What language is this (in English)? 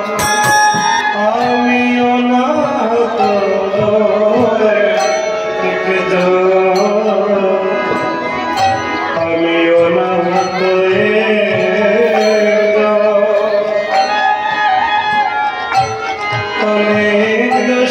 Bangla